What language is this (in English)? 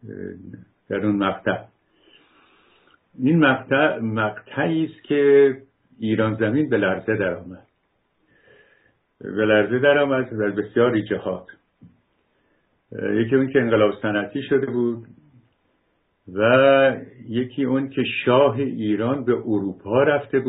Persian